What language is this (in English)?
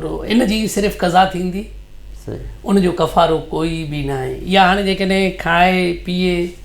Sindhi